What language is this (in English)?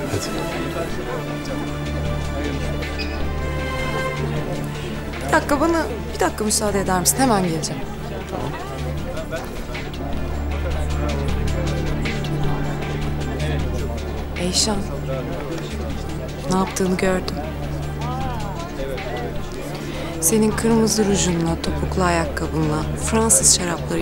Turkish